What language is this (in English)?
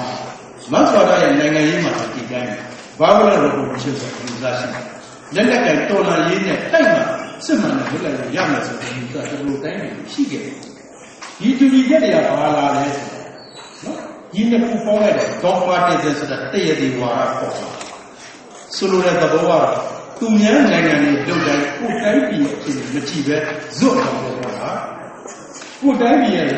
Burmese